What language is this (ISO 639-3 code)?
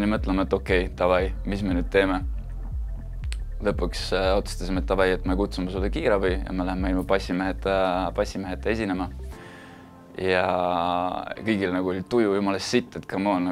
est